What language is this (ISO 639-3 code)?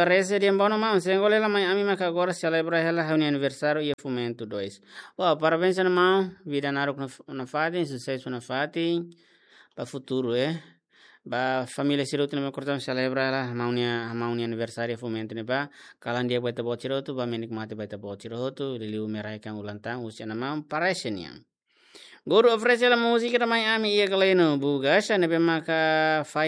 tet